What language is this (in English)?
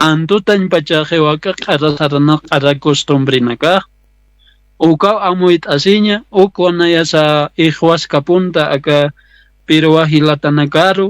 Aymara